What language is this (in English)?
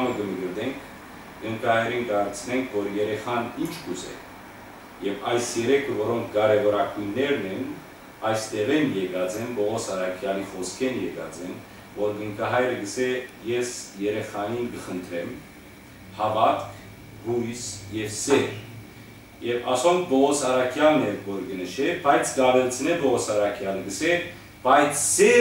Western Armenian